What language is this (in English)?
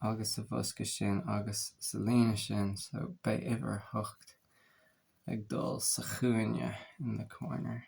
Irish